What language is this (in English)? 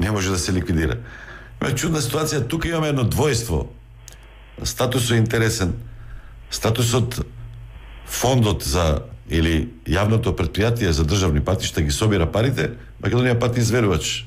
Macedonian